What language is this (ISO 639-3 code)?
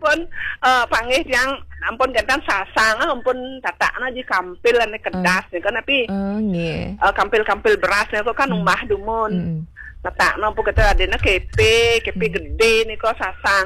ban